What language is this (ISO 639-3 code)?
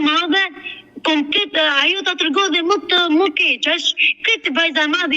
sqi